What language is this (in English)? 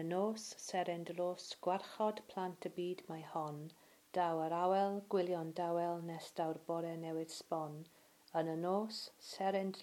Welsh